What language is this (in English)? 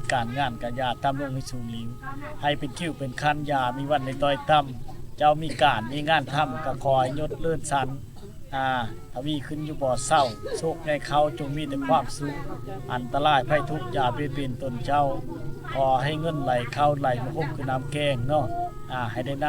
Lao